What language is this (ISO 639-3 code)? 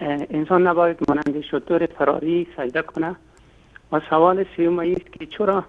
fas